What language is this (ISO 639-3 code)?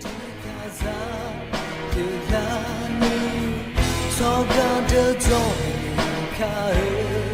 ahk